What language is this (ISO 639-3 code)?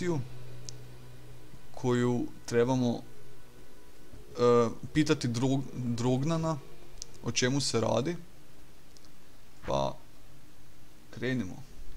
hrv